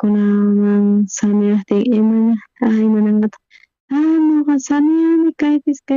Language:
South Bolivian Quechua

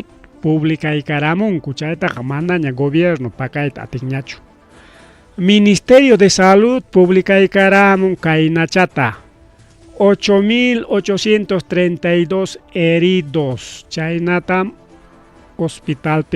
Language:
Ayacucho Quechua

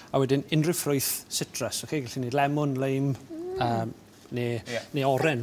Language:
Welsh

